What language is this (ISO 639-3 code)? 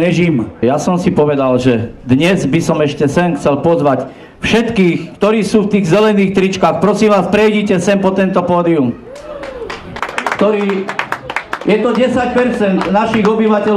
slk